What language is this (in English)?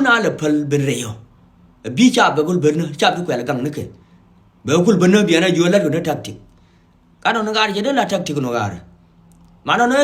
Nuer